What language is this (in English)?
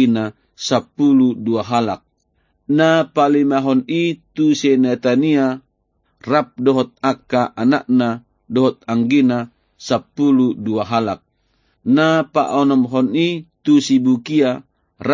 Batak Toba